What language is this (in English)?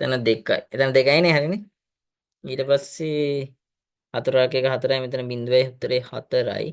Sinhala